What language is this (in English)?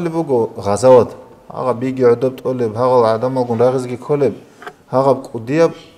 Avaric